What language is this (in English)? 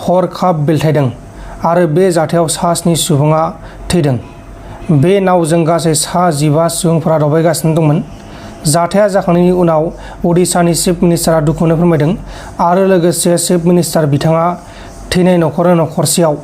Bodo